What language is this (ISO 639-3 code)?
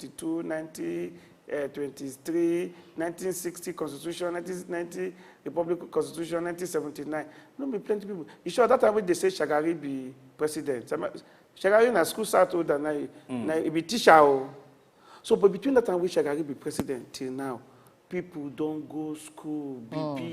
pcm